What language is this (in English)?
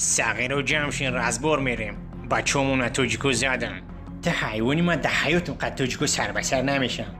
Tajik